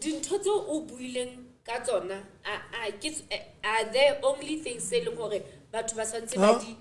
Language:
Southern Sotho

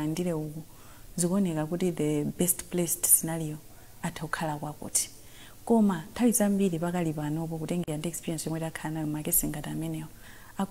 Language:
Nyanja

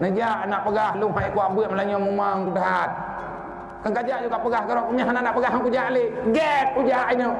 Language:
Achinese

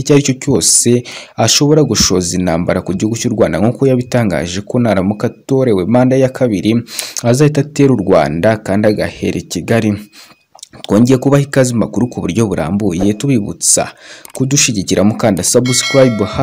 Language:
Kinyarwanda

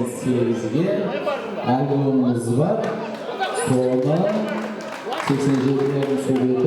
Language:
Kara-Kalpak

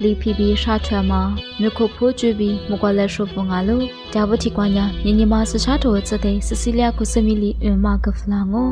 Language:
Lisu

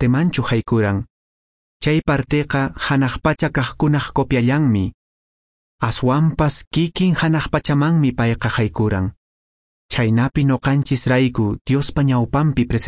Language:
Quechua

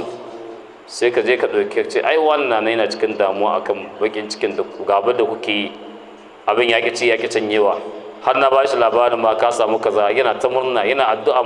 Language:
Hausa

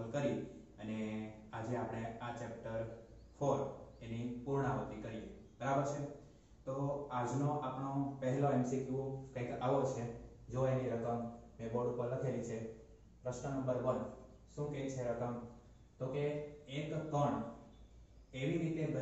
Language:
Gujarati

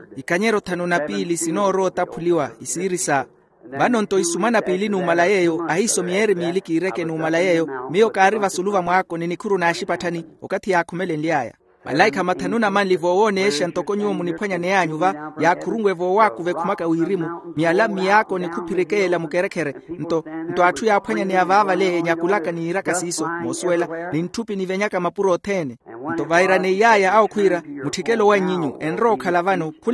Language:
Makhuwa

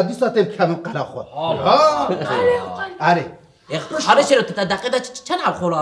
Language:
Kurdish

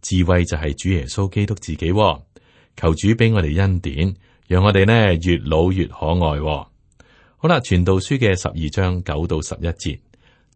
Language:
Cantonese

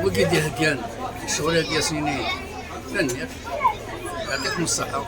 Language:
Kabyle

